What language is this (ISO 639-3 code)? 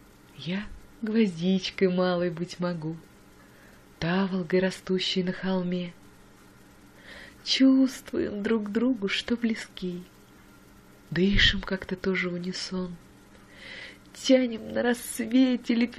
rus